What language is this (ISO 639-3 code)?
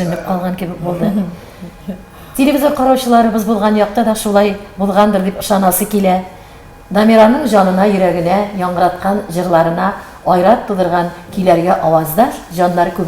tat